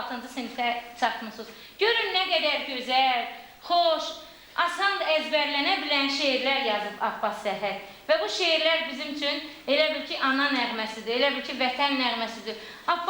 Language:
Azerbaijani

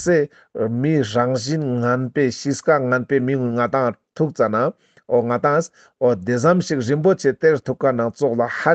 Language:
Ladakhi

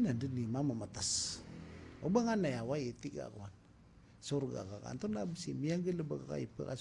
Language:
Maranao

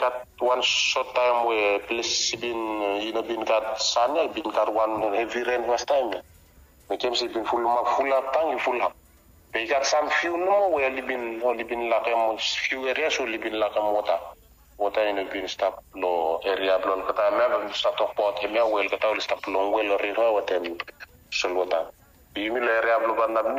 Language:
Bislama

